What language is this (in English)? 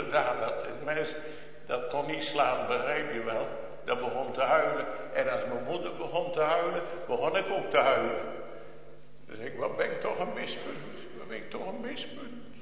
Dutch